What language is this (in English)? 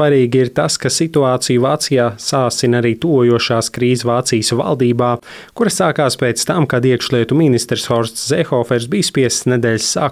Latvian